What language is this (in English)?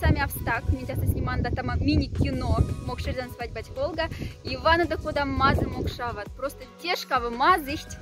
Moksha